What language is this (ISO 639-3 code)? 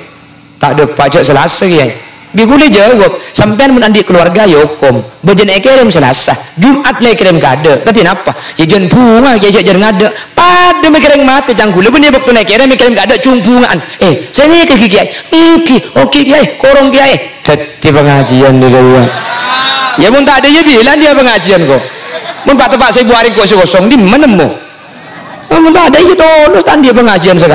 mad